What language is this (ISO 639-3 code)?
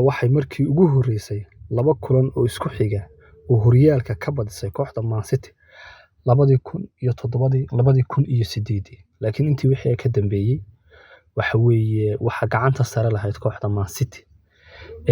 som